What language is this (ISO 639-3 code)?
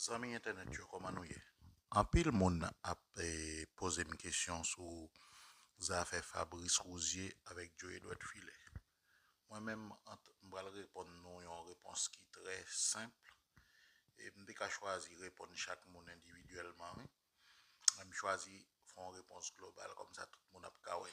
hat